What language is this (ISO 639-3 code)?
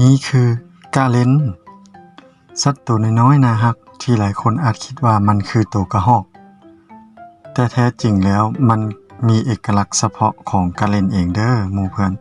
lao